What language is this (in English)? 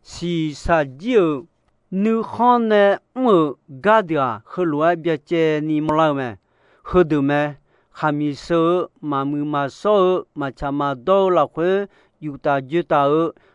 Akha